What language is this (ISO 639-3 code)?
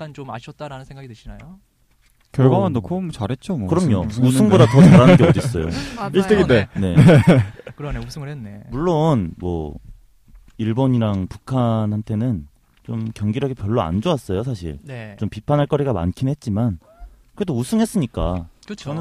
kor